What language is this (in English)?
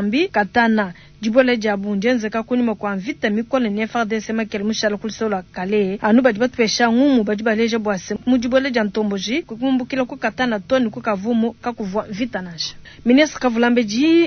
Luba-Lulua